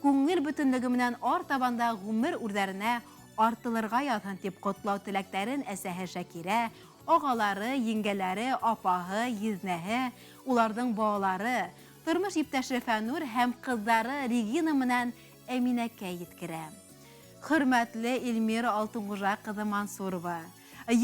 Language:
Bashkir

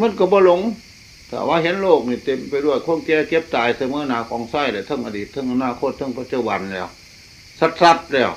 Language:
Northeastern Thai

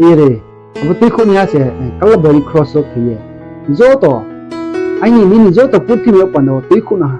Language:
Riang (India)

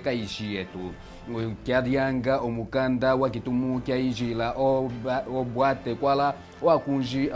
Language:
Kimbundu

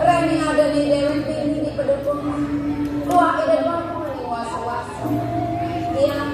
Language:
Balinese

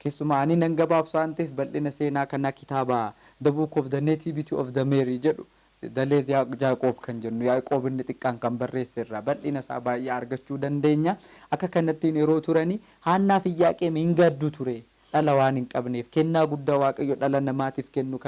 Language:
Oromo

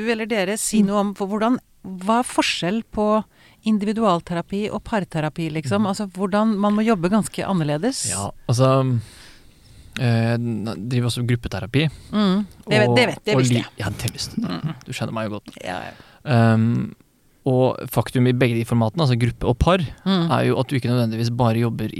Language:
Norwegian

